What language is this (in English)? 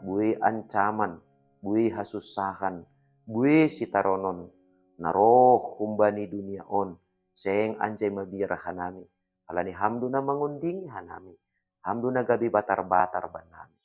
Batak Simalungun